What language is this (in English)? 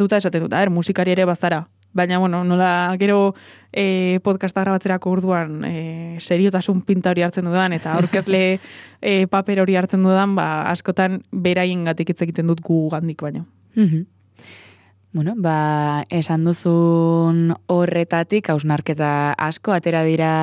Basque